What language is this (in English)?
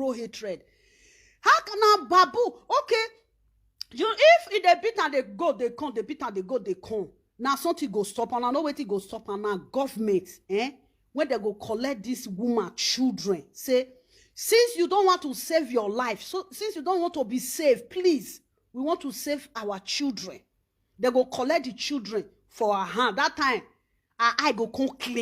Nigerian Pidgin